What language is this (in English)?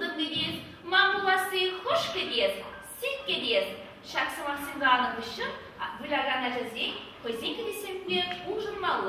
Chuvash